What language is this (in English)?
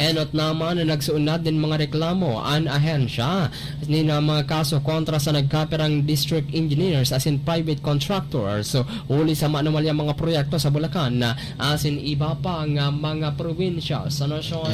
Bikol